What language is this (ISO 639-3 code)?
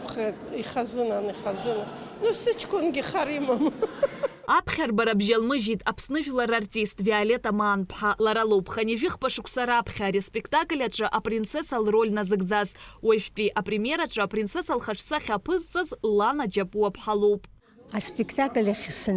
abk